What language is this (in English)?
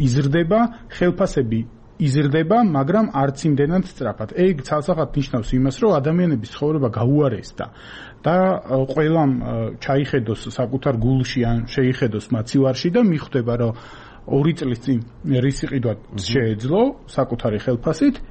Georgian